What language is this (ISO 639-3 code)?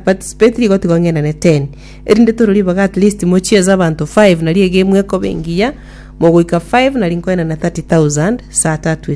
guz